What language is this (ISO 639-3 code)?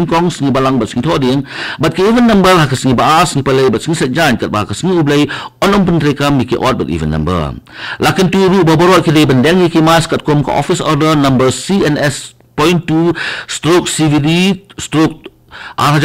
kha